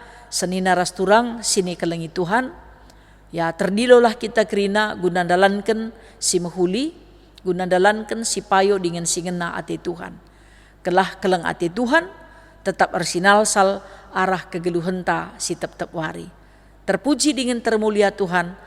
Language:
Batak Karo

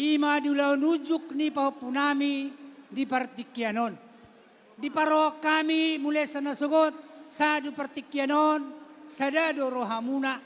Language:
Batak Toba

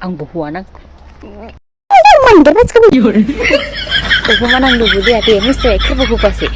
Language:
Dimasa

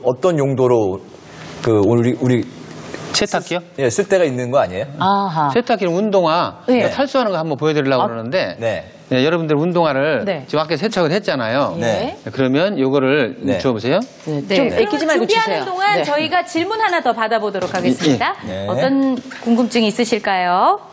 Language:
Korean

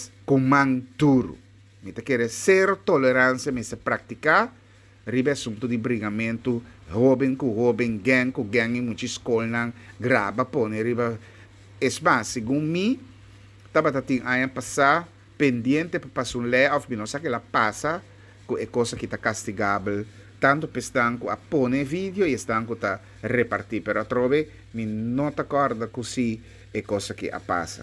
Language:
Papiamento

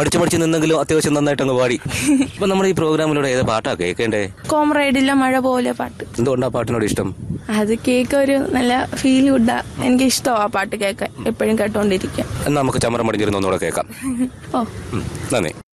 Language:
Malayalam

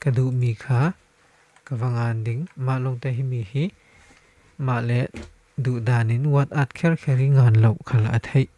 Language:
Falam Chin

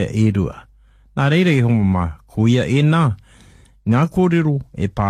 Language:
Māori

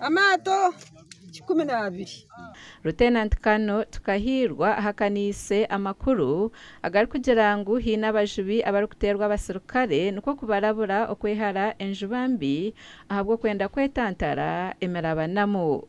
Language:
Nyankole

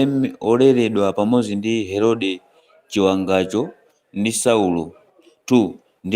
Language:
Nyanja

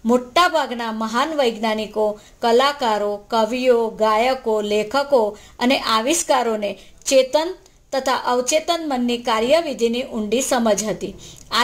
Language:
Gujarati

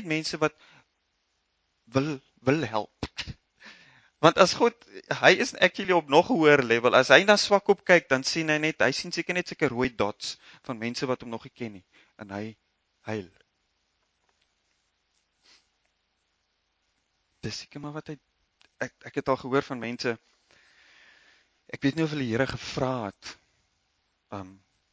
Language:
Afrikaans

